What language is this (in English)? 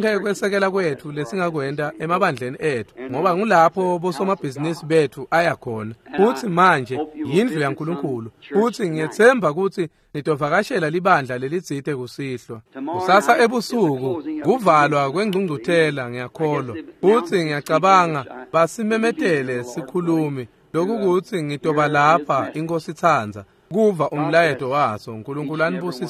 Swati